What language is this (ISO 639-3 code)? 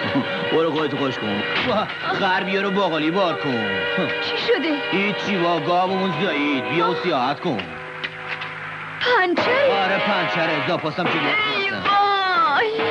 fas